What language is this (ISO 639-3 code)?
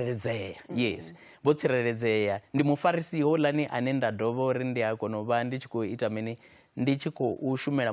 ven